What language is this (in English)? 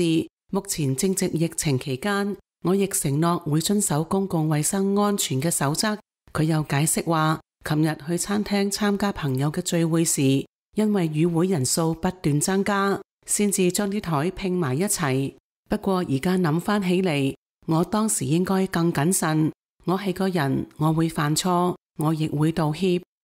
Cantonese